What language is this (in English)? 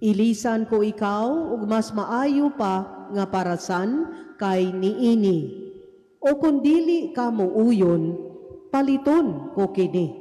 Cebuano